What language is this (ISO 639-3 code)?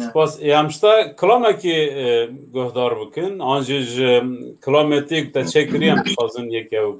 kur